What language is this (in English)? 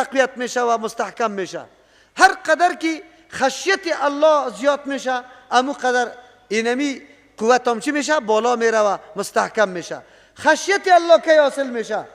Persian